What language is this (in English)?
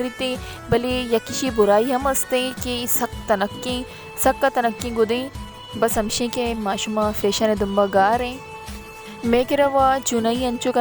Baluchi